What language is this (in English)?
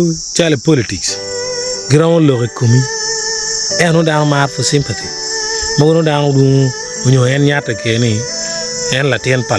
Acoli